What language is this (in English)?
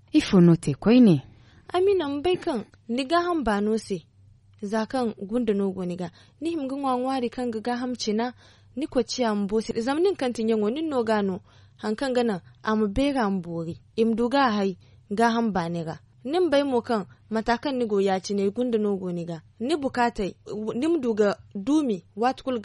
Zarma